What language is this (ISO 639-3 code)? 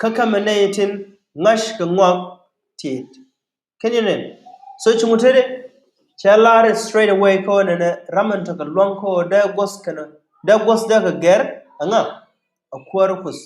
nus